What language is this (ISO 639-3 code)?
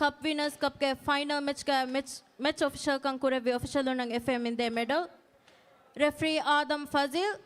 div